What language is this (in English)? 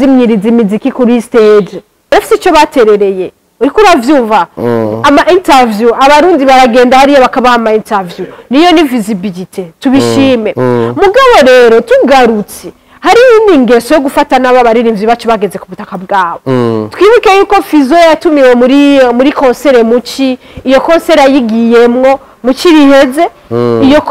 Rundi